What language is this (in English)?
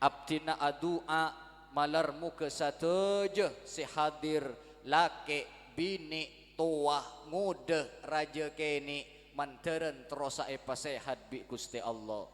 Madurese